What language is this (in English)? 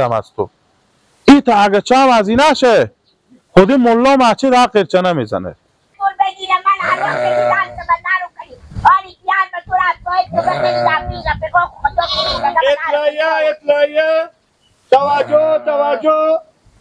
Persian